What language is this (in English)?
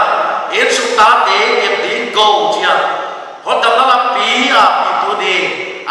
Paite Chin